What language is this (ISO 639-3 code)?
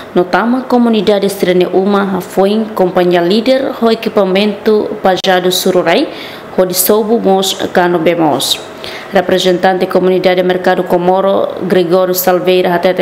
tet